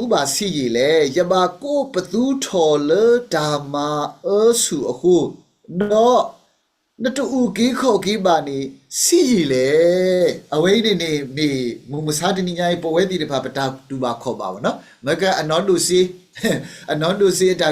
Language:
S'gaw Karen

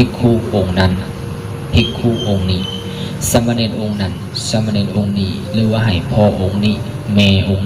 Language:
Lao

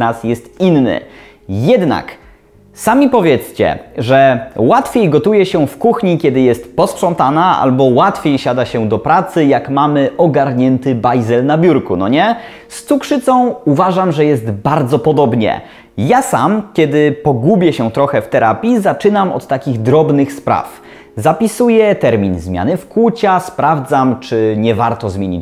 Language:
Polish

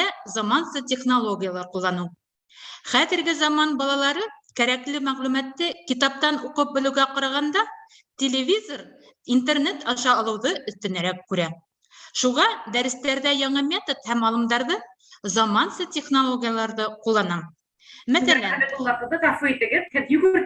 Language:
Bashkir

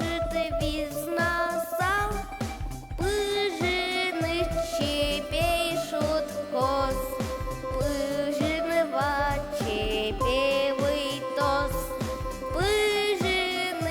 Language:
Udmurt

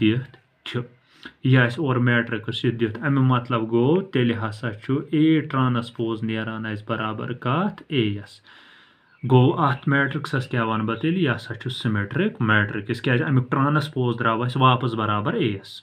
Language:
Kashmiri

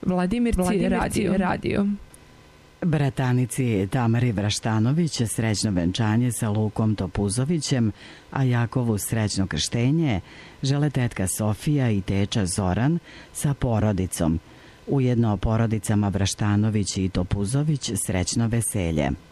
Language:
Serbian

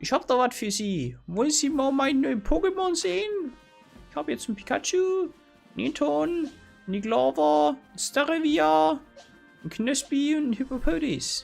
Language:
Bavarian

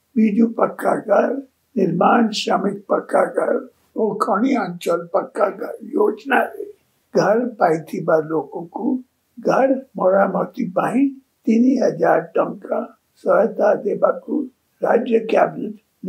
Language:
Odia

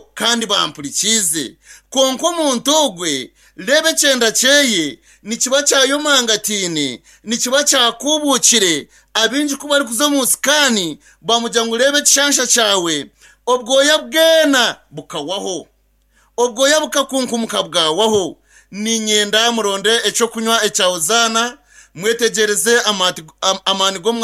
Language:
Nyankole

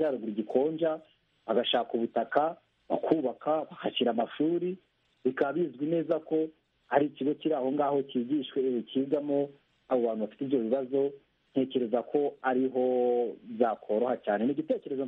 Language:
Kinyarwanda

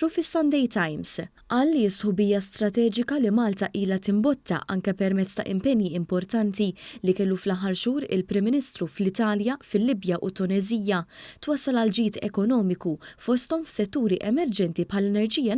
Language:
Maltese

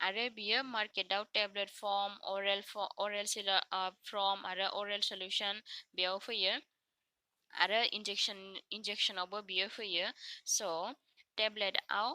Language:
Bodo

